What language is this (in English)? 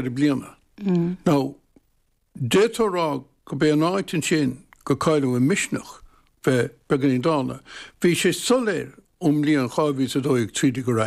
Irish